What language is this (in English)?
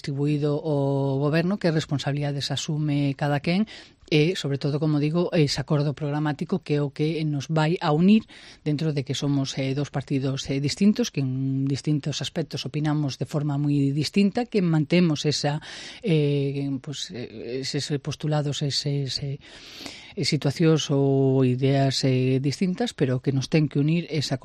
Galician